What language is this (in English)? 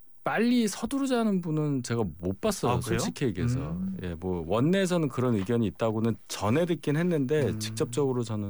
Korean